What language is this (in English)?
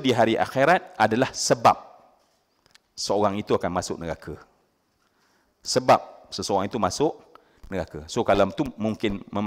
Malay